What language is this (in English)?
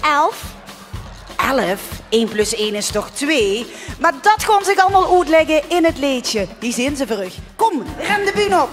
Limburgish